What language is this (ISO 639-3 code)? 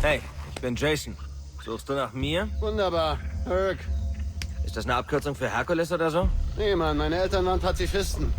bar